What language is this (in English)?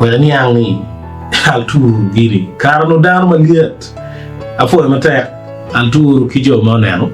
Acoli